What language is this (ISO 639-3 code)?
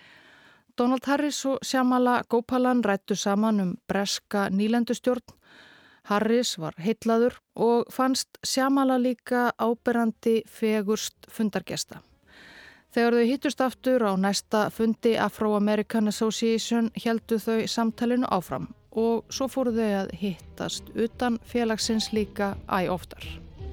isl